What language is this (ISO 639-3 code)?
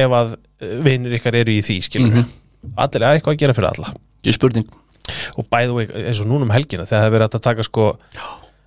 isl